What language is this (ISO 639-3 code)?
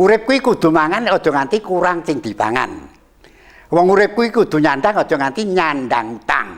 jav